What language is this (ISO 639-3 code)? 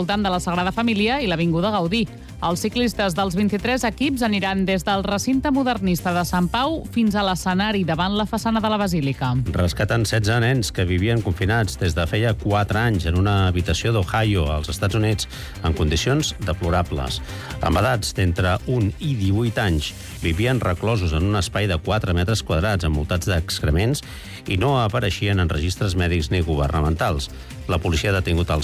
cat